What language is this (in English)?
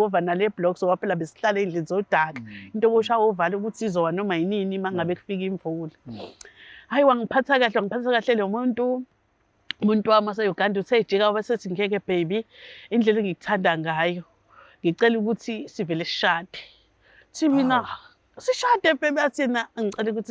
Zulu